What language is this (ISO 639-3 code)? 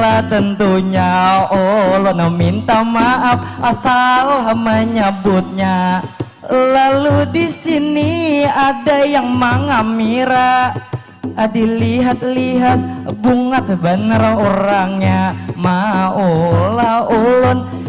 bjn